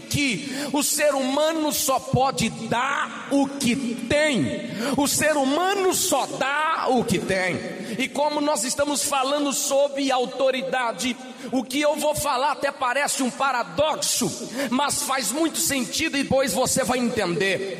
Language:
Portuguese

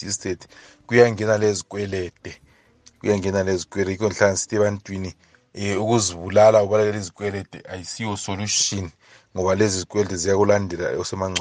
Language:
North Ndebele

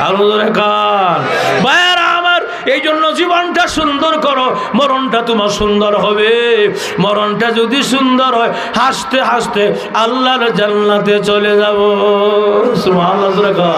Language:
Sylheti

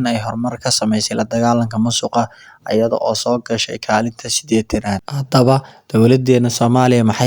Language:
Somali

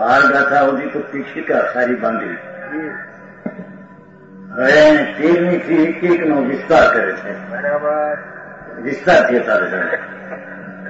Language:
Gujarati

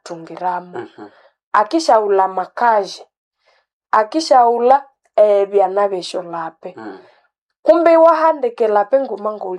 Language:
Nande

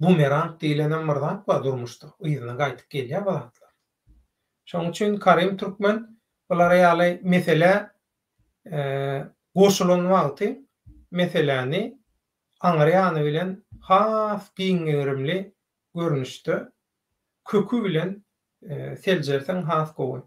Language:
Turkmen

